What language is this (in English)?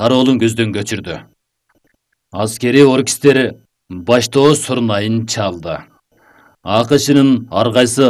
Kyrgyz